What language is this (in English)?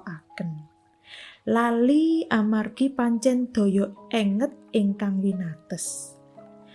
Javanese